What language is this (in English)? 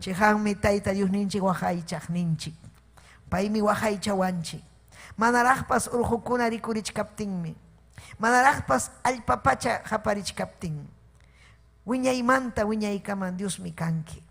Ayacucho Quechua